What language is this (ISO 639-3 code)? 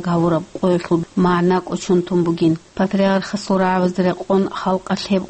ava